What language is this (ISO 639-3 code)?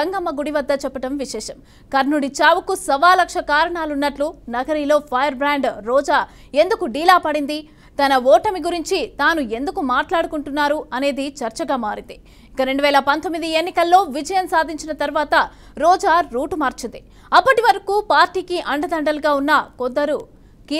tel